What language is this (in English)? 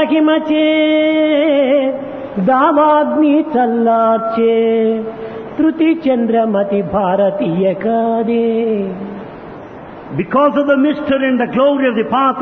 Telugu